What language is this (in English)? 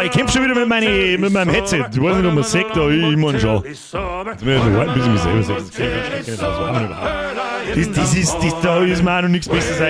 Bavarian